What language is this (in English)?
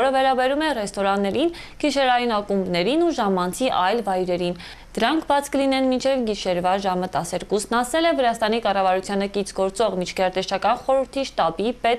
Armenian